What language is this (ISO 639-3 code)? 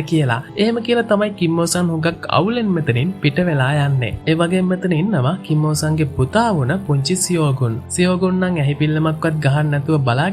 sin